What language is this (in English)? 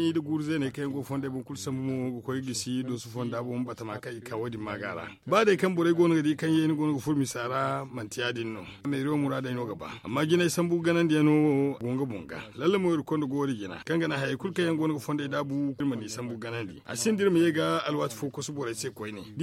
Zarma